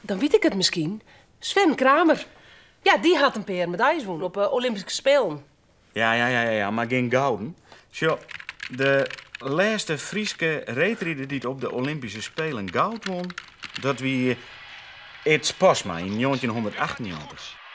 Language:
Western Frisian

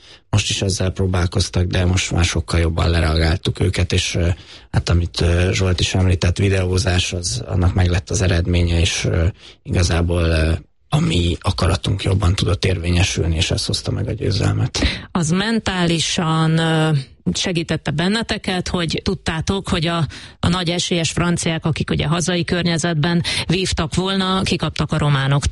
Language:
Hungarian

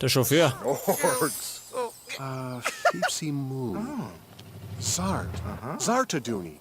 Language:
Bavarian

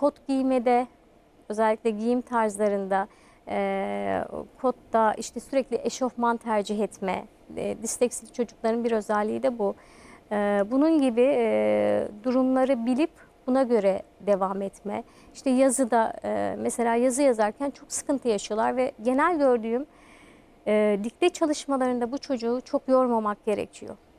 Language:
Turkish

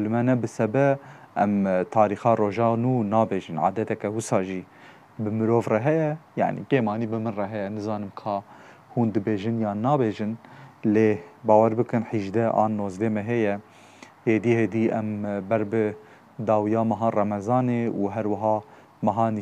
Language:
Kurdish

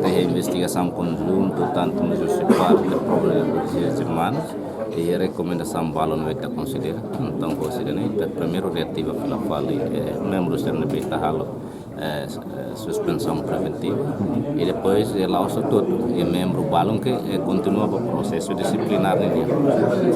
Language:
Tetum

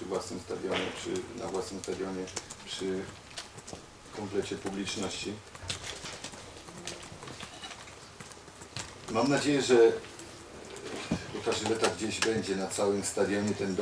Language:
Polish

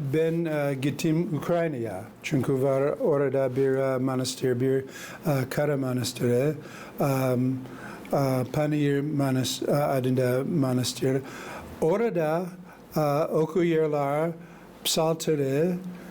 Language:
Gagauz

